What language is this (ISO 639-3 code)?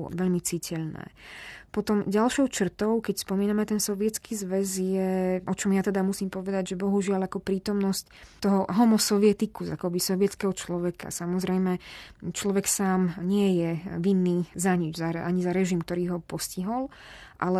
slk